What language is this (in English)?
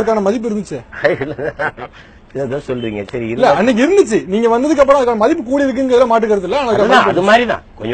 Tamil